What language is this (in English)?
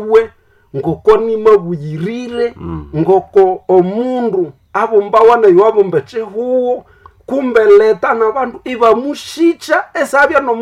Nande